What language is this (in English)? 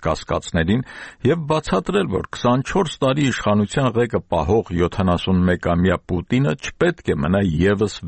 Armenian